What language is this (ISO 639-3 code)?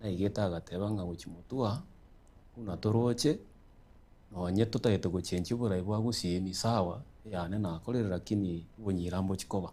guz